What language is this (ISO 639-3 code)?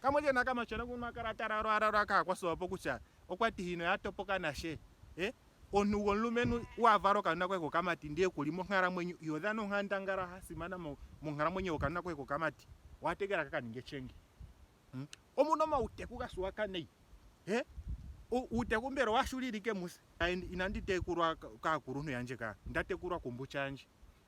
ndo